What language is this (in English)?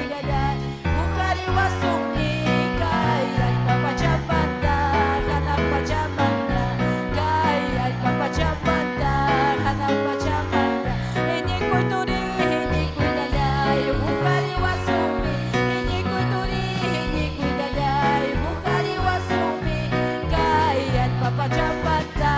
Ayacucho Quechua